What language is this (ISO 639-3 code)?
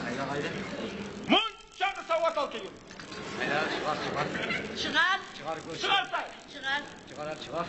kum